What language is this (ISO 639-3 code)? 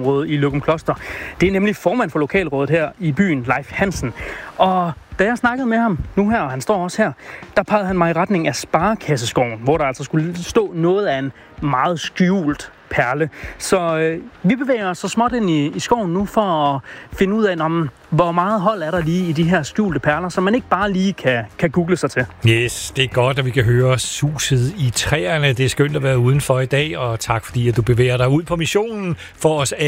dan